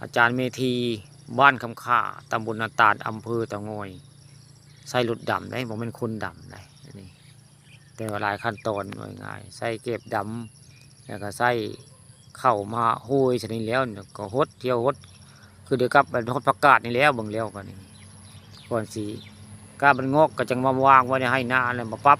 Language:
Northeastern Thai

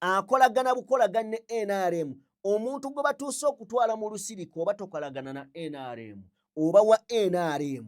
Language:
Ganda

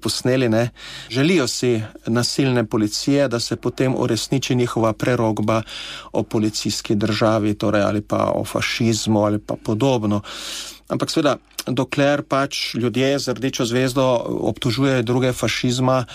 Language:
Slovenian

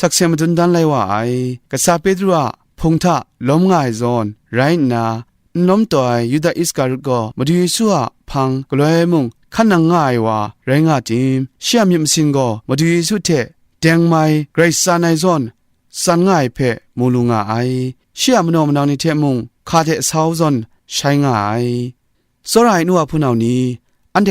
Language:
Kachin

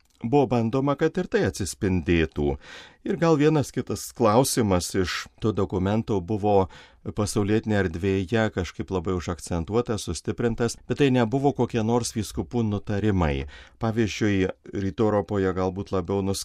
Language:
Lithuanian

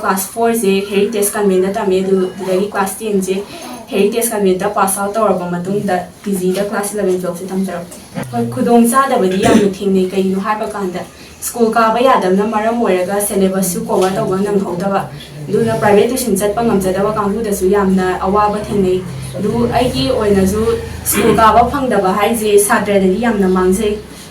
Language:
Manipuri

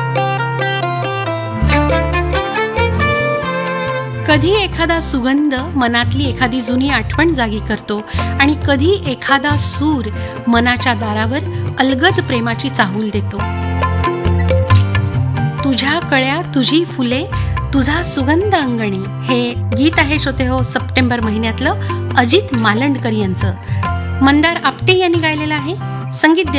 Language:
Marathi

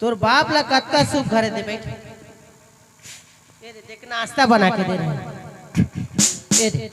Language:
Chhattisgarhi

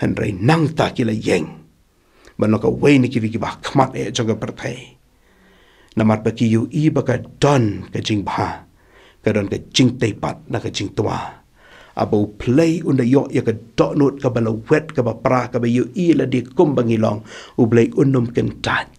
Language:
Khasi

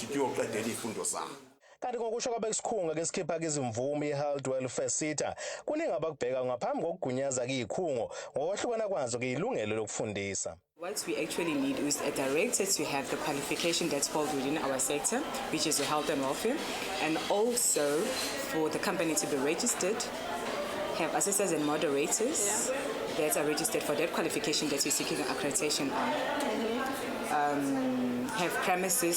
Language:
Zulu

